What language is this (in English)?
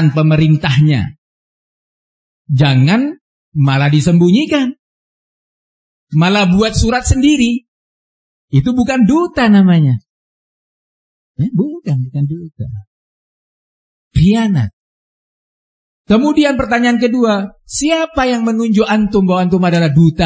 Indonesian